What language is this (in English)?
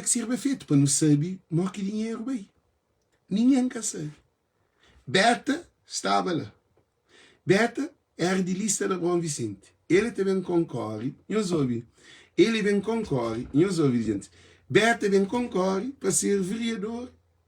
Kabuverdianu